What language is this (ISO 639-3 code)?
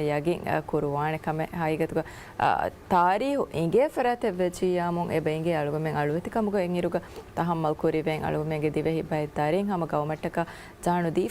div